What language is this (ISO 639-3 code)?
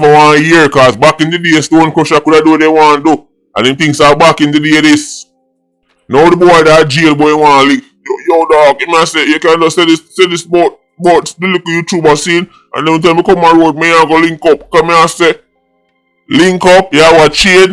jam